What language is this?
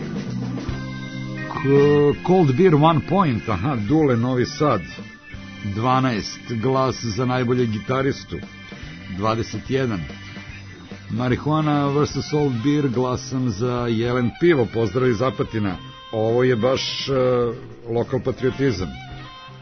Serbian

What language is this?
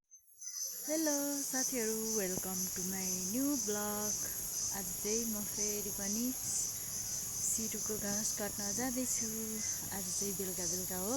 Nepali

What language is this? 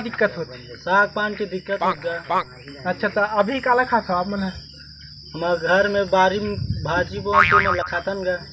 Chhattisgarhi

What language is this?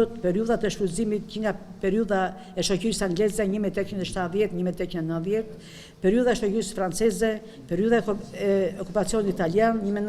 Albanian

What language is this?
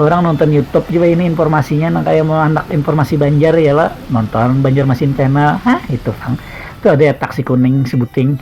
Banjar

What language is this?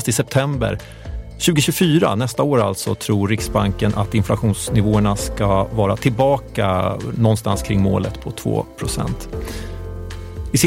Swedish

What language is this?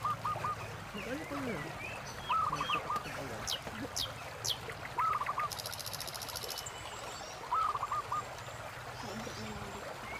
Filipino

